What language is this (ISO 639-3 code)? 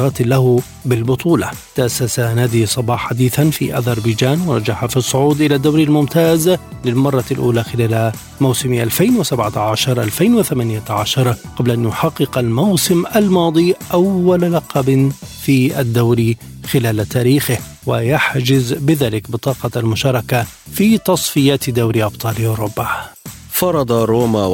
ara